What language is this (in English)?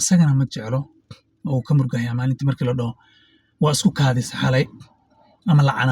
Somali